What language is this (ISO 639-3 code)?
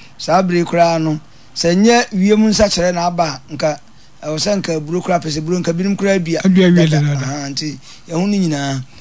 aka